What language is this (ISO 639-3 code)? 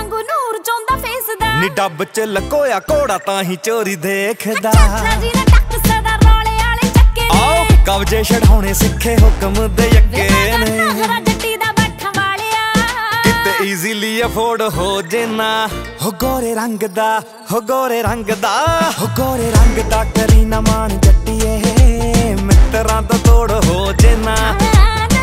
pan